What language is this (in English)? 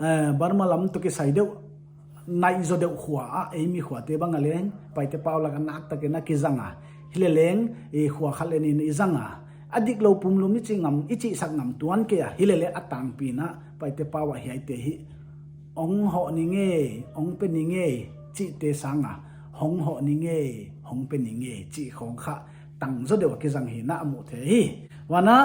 Paite Chin